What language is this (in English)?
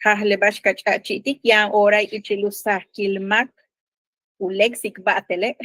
Yucateco